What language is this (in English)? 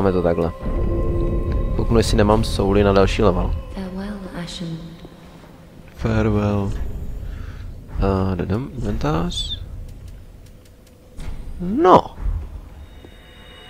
Czech